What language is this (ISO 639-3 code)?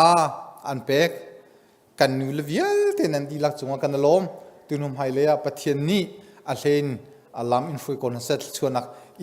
cnh